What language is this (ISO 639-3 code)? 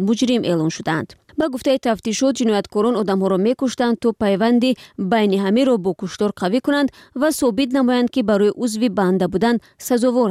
tgk